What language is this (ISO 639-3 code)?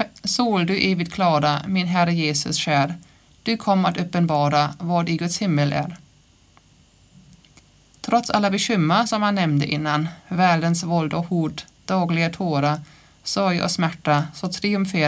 swe